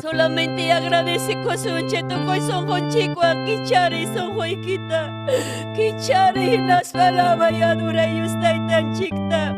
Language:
Ayacucho Quechua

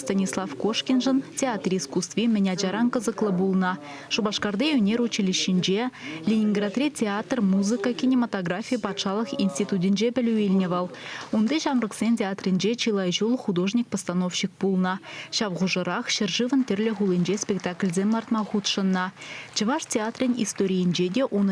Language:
Chuvash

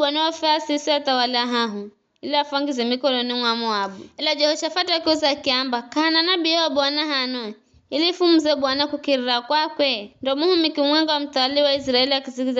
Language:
Giryama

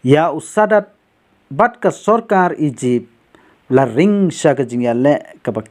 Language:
Khasi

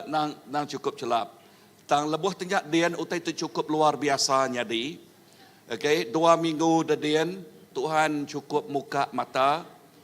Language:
Iban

